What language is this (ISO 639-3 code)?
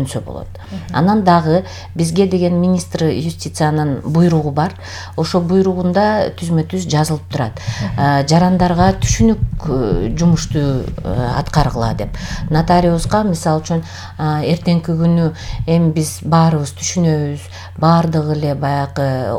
kir